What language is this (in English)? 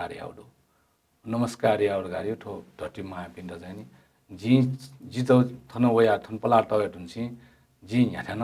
Newari